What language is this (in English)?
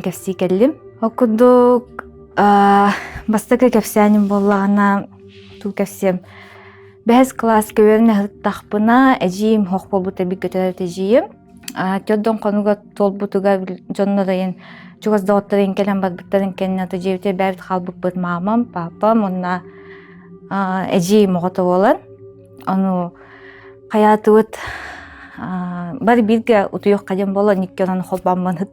Yakut